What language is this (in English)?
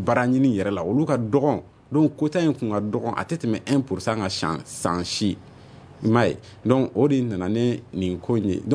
Bambara